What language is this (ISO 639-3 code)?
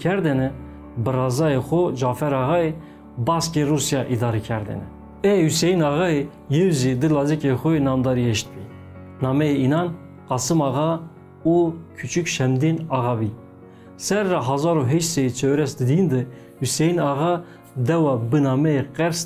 zza